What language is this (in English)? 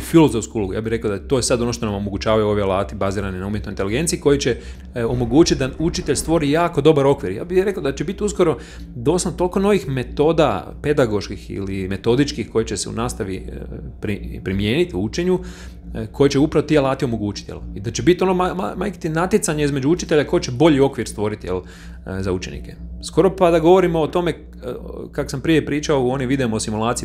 Croatian